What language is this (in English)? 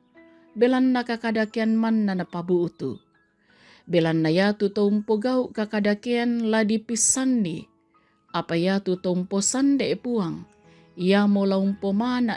Toraja-Sa'dan